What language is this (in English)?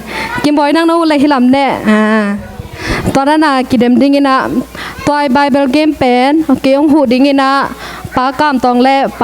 Tedim Chin